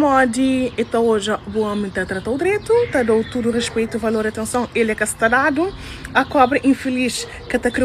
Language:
Kabuverdianu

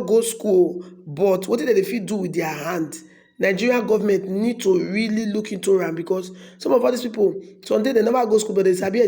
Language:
Nigerian Pidgin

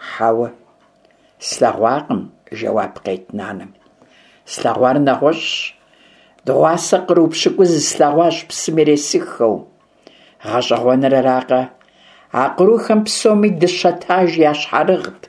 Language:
Kabardian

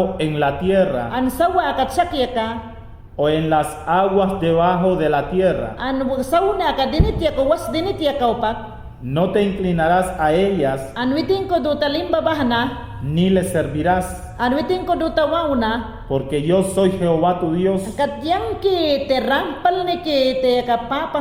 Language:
Mayangna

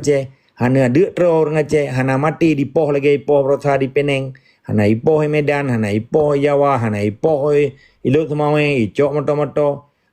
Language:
Achinese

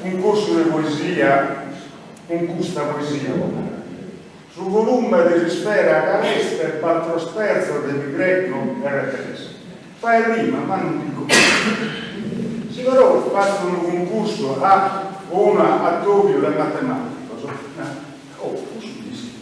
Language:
Sardinian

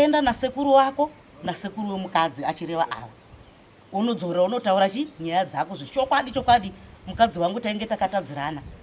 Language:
Shona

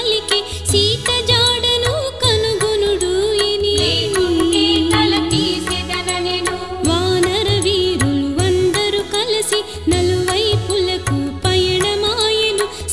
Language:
Telugu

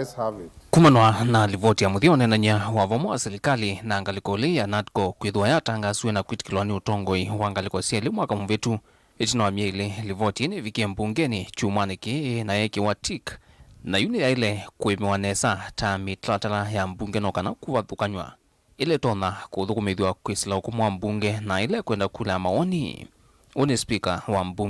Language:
Kamba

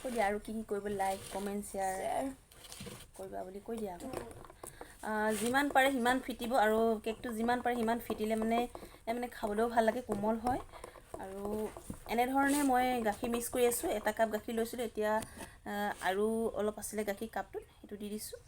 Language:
Assamese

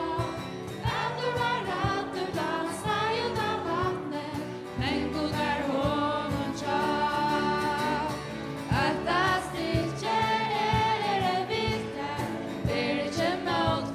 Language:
Faroese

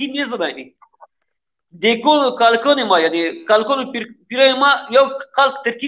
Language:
Zaza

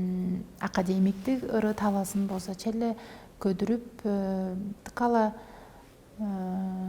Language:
Tuvinian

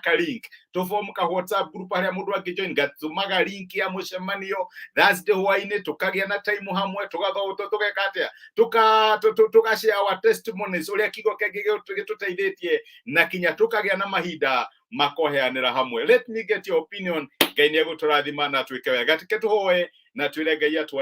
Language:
Kikuyu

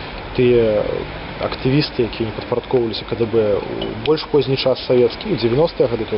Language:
Belarusian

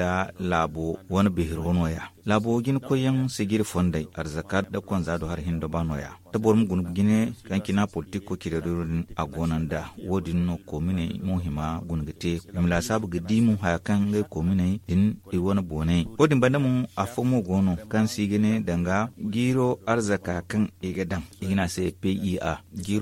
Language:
Zarma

